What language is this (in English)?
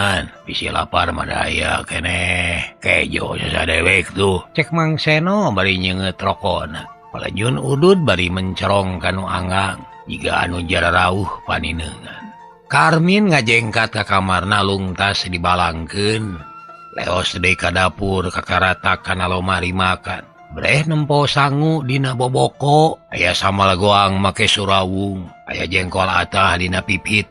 Sundanese